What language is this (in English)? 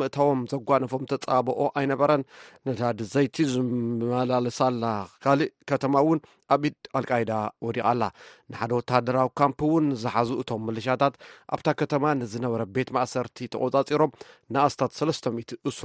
Tigrinya